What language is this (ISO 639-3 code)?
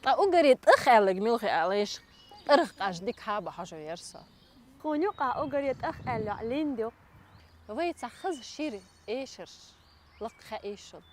che